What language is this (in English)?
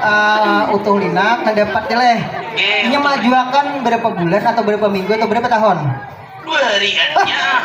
Banjar